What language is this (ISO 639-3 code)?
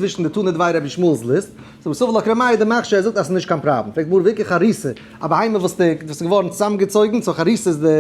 yid